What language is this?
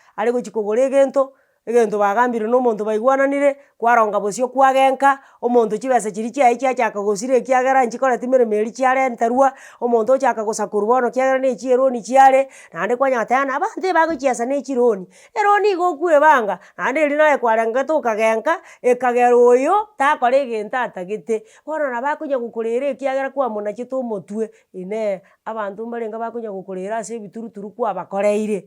Gusii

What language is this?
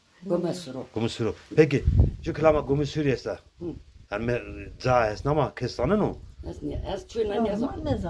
Zaza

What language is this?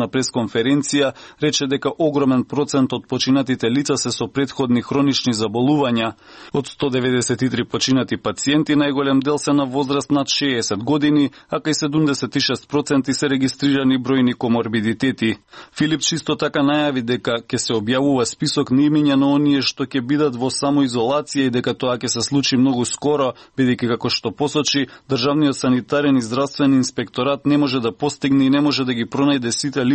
Macedonian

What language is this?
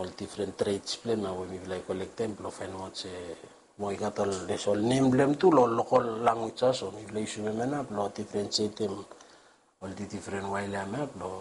Bislama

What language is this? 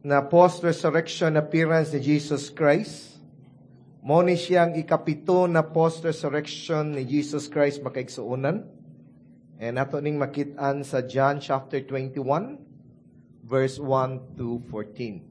Cebuano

